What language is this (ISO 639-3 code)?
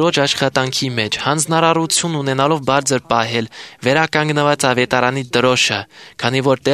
hye